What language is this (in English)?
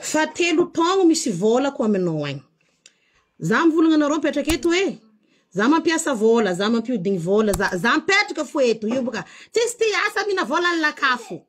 Malagasy